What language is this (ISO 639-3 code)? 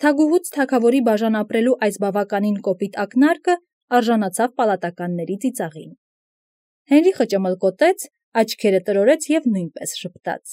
hye